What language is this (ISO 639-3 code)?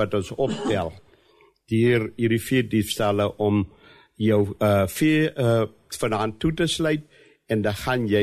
afr